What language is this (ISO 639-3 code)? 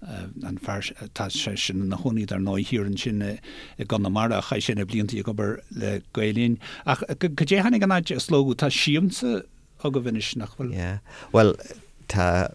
gle